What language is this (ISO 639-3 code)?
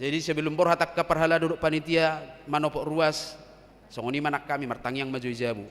bbc